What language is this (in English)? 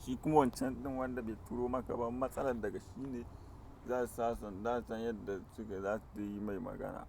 Hausa